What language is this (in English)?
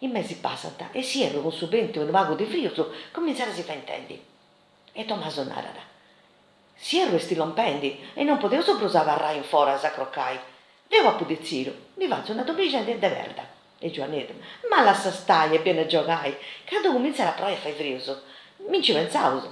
Sardinian